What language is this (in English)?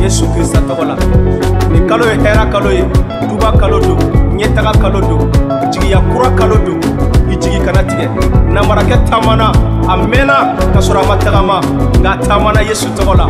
Bambara